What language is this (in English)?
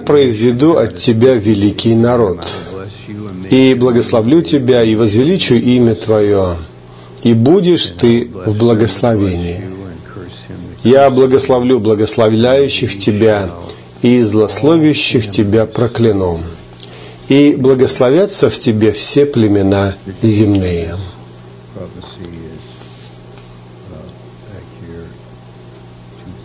Russian